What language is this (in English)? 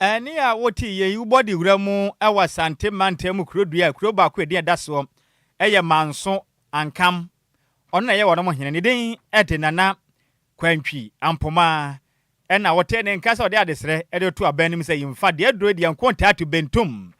Akan